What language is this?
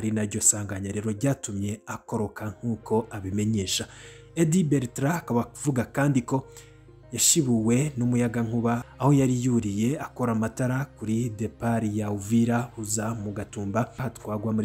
Rundi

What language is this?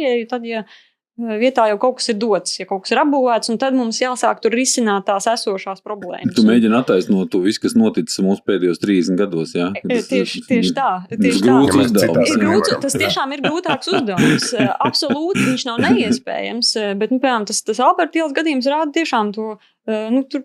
Latvian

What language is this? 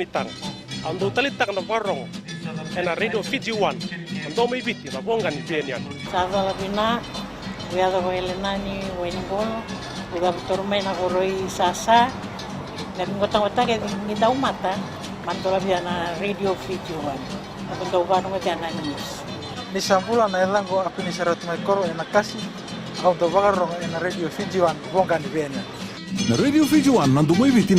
Fijian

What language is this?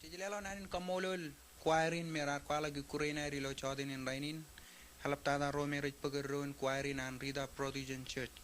Marshallese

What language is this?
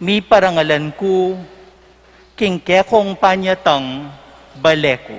Pampanga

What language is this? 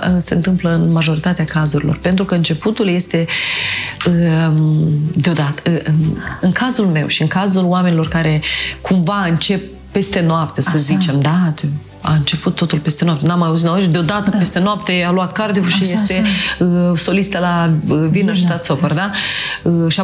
Romanian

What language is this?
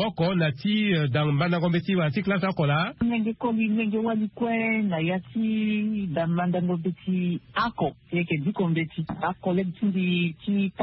Sango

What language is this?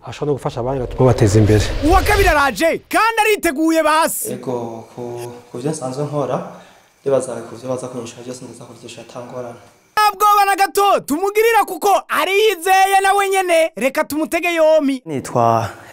Rundi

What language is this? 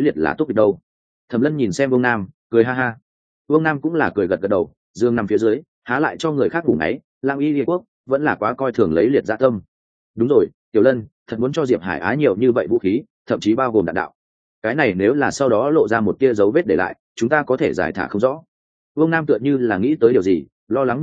Vietnamese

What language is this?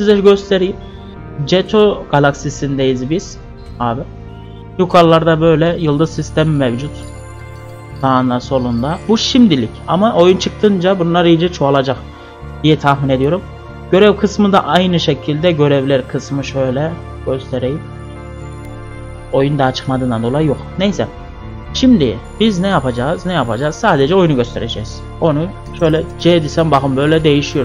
Turkish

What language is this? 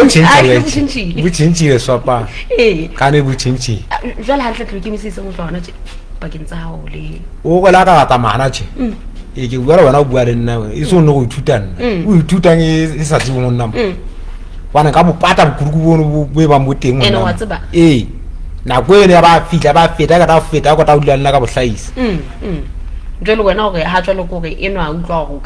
Southern Sotho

